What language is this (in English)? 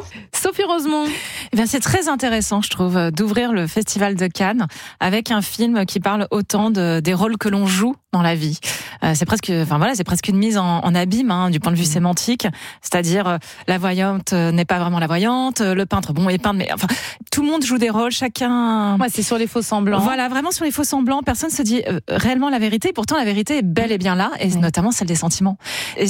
French